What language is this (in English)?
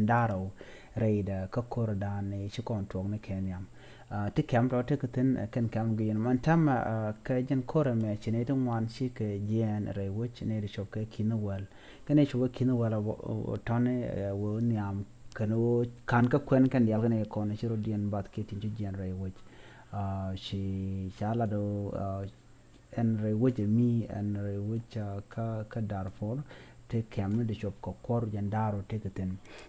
Nuer